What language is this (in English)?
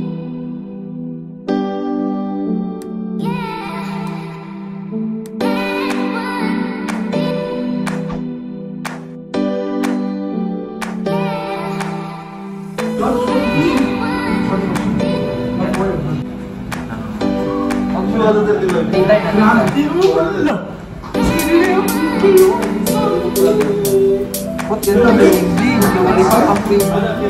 Filipino